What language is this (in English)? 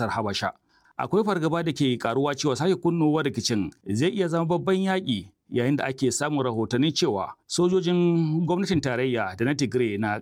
Hausa